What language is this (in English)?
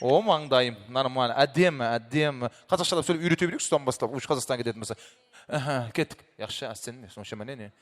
Kara-Kalpak